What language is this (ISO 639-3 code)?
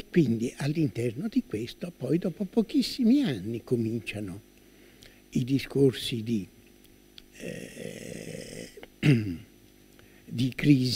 ita